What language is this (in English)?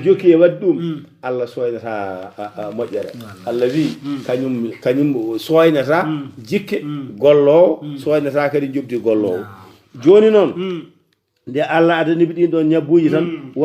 Fula